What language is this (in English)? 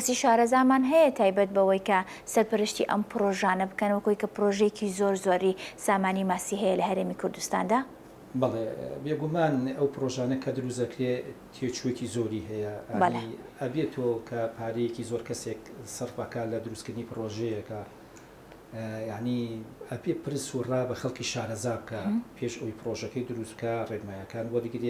Central Kurdish